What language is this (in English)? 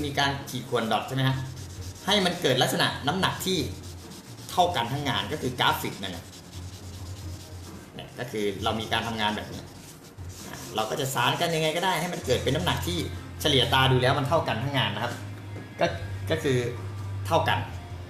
Thai